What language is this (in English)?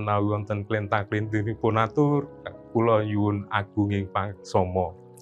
Javanese